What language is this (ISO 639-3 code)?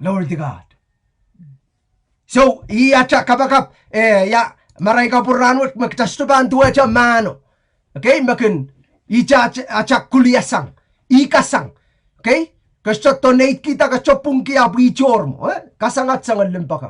pon